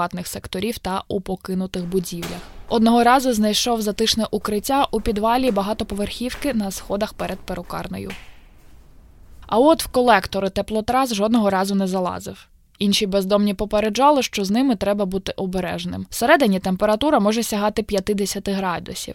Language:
Ukrainian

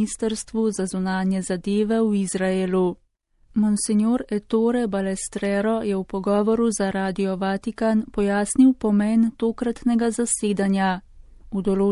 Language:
Slovenian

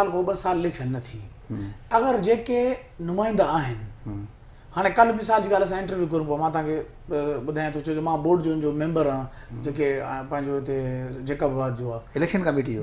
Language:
Sindhi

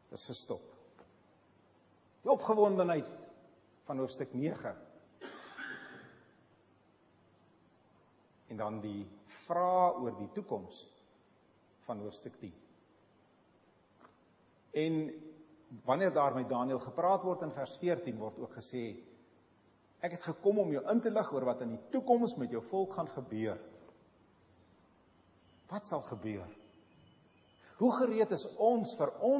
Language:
Afrikaans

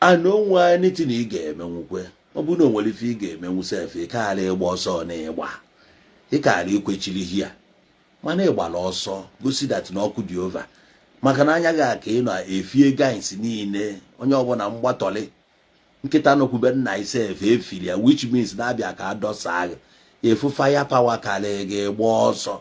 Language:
Igbo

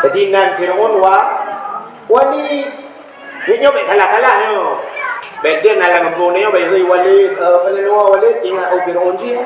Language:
Achinese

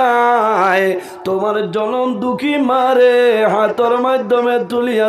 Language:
Sylheti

